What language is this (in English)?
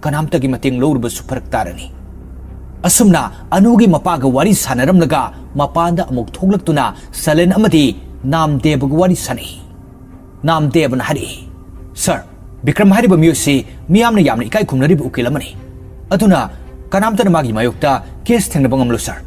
Manipuri